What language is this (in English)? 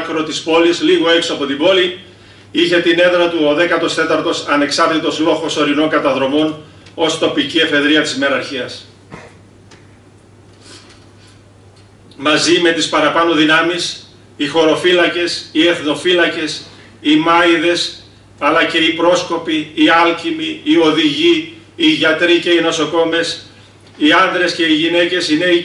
Greek